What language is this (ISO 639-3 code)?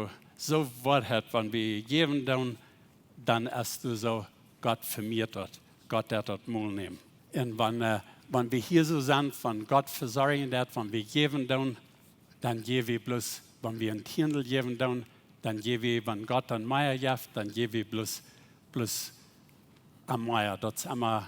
pdt